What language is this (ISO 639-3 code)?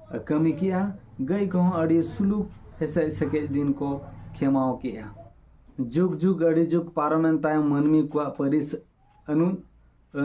sat